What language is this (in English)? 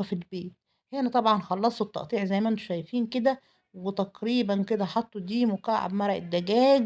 Egyptian Arabic